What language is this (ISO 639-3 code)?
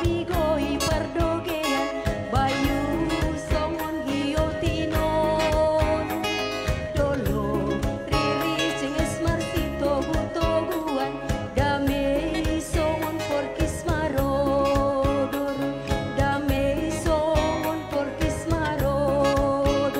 bts